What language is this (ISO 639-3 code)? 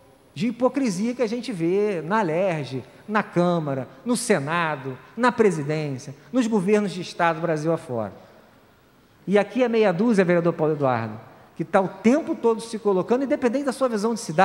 por